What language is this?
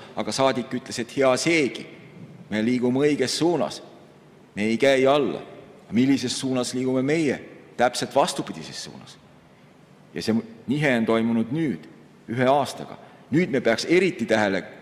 Estonian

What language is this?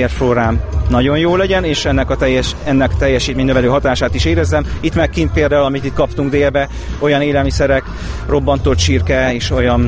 Hungarian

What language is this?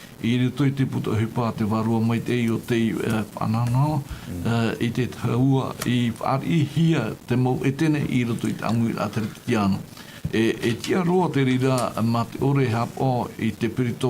Tahitian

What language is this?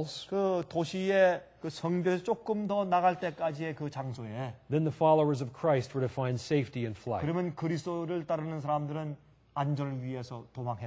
Korean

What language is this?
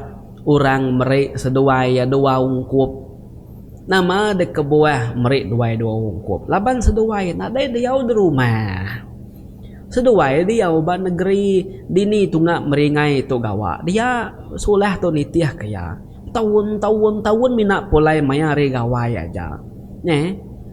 Iban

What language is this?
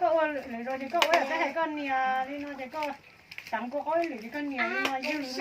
Hmong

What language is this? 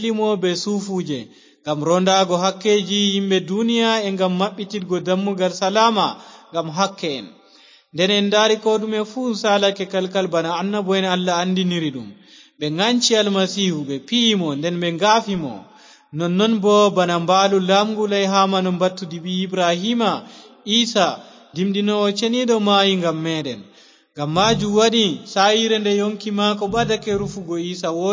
Fula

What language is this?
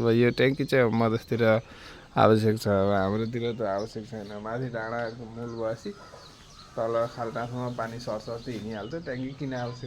Nepali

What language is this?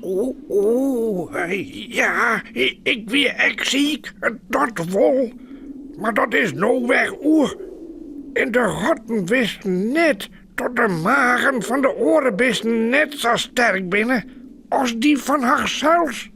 Western Frisian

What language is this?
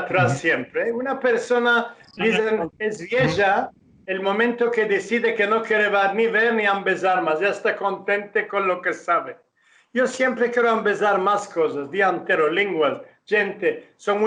Ladino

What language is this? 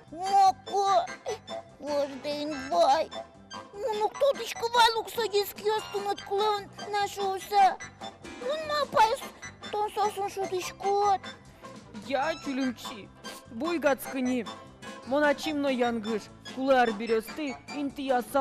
Udmurt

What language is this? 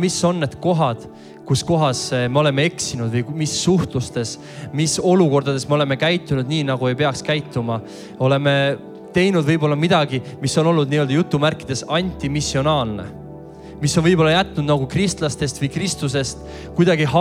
Estonian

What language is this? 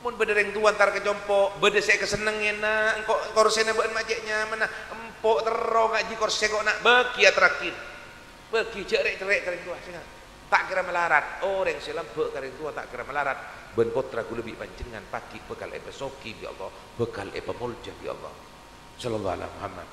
Madurese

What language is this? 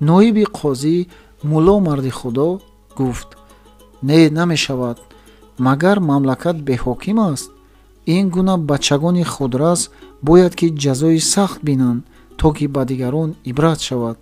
Tajik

